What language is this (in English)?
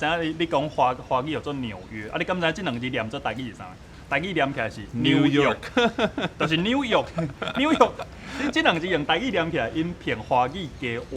Min Nan Chinese